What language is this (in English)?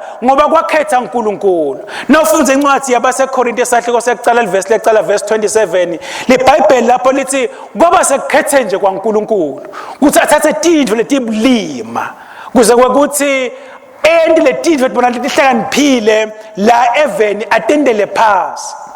Swati